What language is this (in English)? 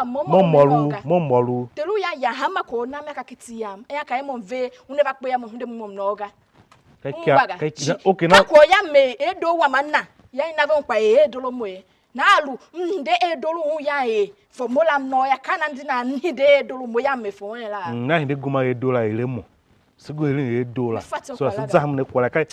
Tiv